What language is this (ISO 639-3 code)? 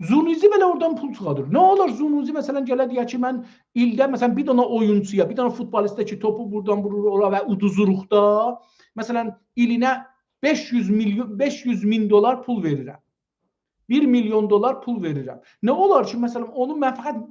azb